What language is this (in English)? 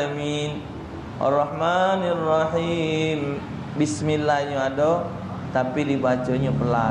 Musi